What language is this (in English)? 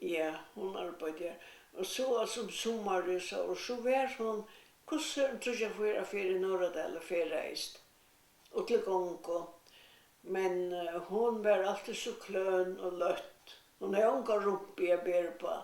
Faroese